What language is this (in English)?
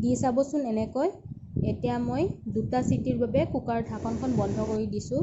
Assamese